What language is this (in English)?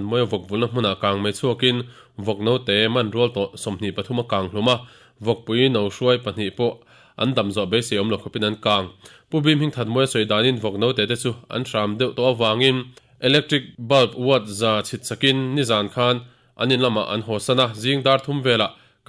Mizo